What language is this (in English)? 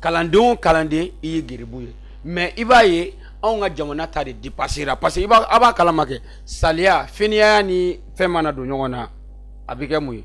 Bambara